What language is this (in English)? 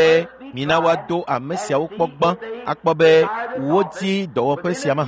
Ewe